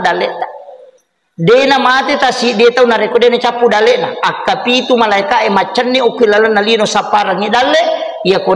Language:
Buginese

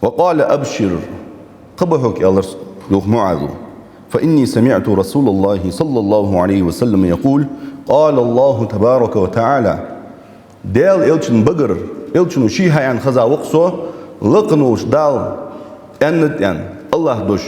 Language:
Ingush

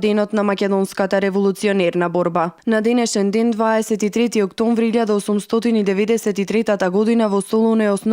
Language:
Macedonian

